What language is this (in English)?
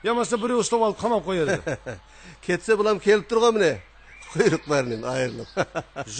Kara-Kalpak